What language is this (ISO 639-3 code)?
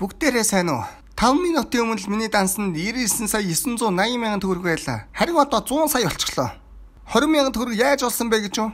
mon